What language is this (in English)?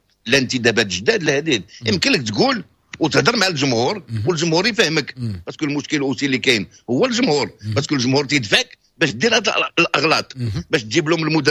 Moroccan Arabic